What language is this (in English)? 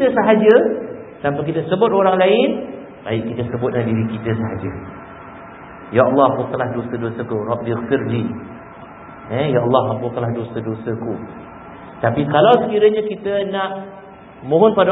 Malay